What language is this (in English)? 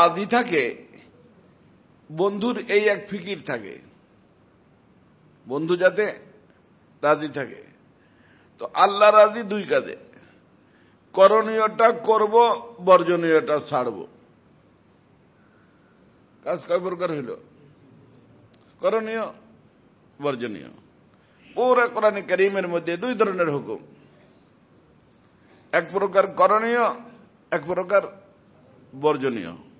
Bangla